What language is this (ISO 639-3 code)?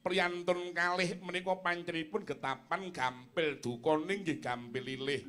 jav